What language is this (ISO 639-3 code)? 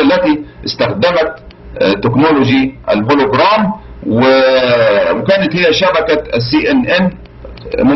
arz